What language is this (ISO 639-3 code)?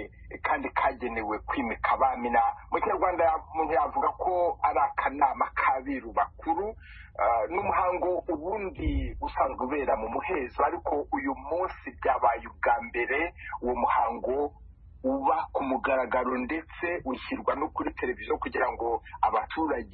kin